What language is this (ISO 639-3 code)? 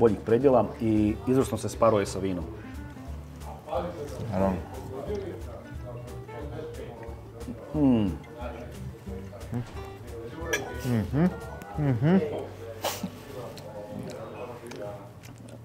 hrv